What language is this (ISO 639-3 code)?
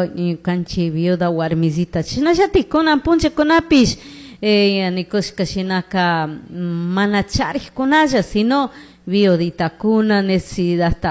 qug